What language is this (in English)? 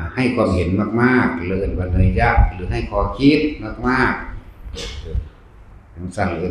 Northeastern Thai